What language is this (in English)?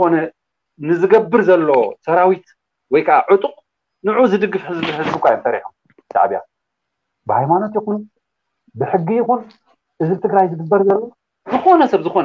Tigrinya